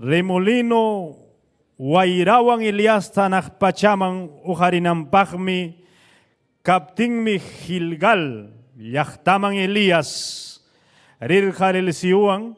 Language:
Ayacucho Quechua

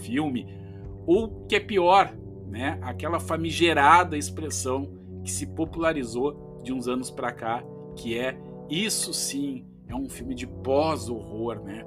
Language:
Portuguese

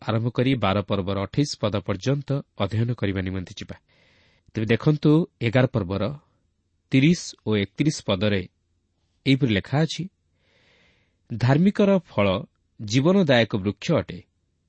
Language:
Odia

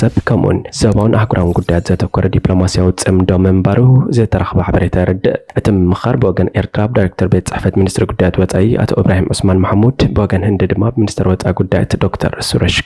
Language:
Tigrinya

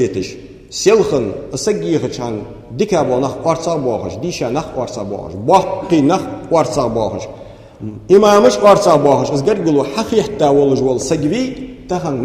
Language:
Ingush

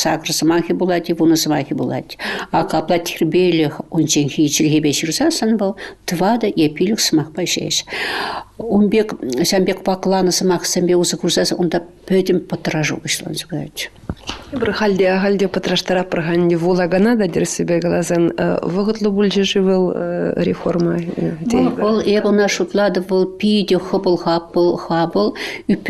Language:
Chuvash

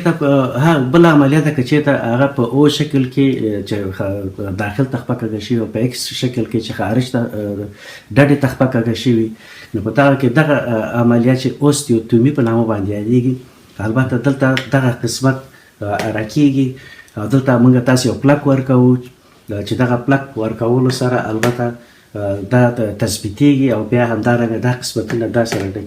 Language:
Pashto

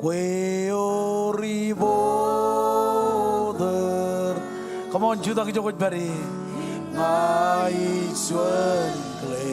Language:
Marshallese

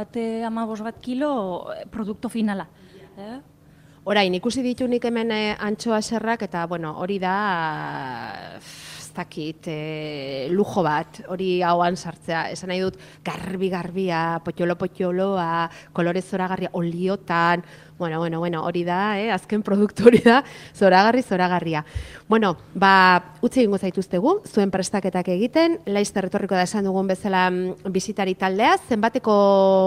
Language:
Basque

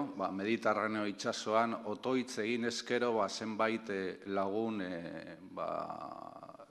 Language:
Basque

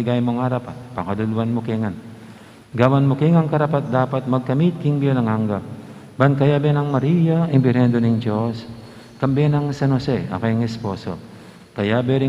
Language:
Pampanga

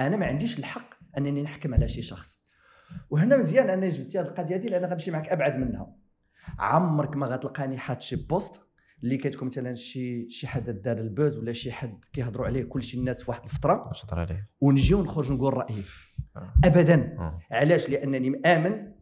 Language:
Moroccan Arabic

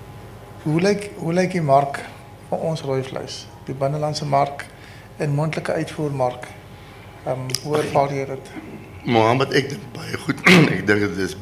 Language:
Afrikaans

